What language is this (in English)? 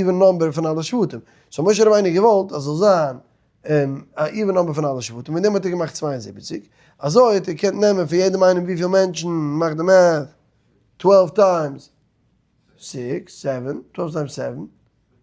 Yiddish